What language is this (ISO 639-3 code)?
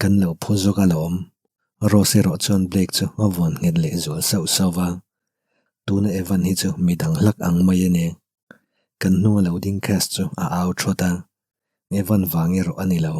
lus